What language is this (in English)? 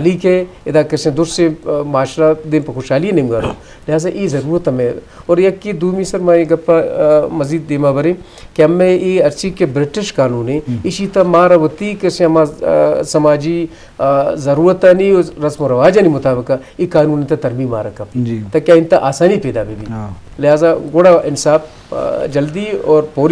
Eastern Balochi